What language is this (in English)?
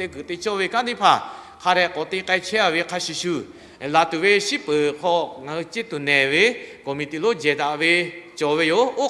Lahu